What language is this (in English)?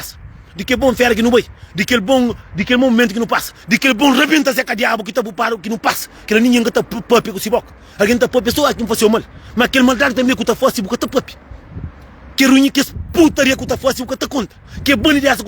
Kabuverdianu